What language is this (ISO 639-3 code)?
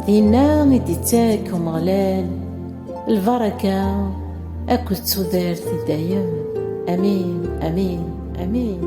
kab